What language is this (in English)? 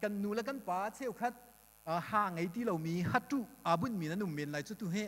Hakha Chin